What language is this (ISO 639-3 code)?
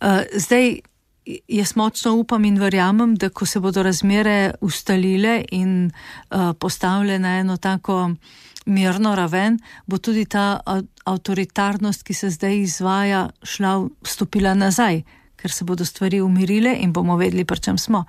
slv